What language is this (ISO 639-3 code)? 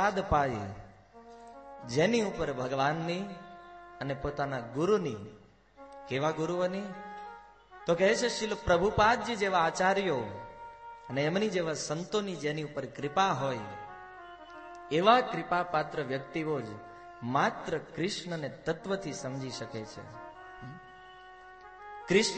guj